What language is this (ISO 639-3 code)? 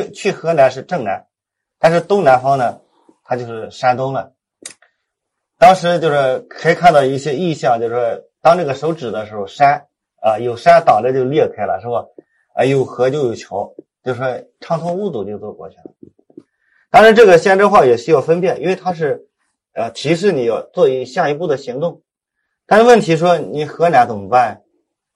zho